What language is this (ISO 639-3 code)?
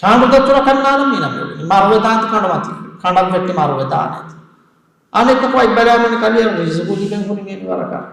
div